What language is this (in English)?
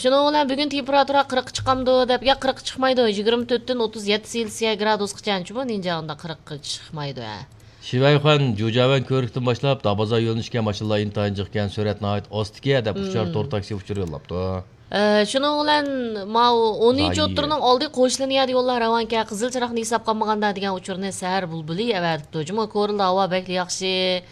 Uyghur